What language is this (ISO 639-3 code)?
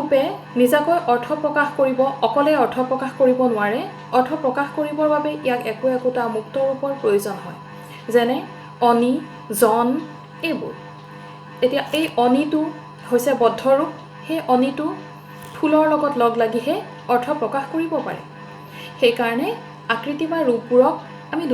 asm